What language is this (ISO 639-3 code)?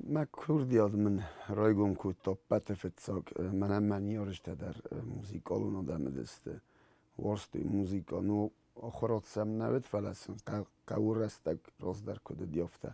oss